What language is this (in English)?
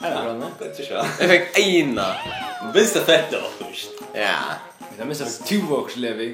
Faroese